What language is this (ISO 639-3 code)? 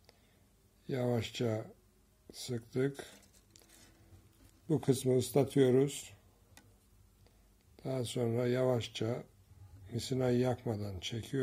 tur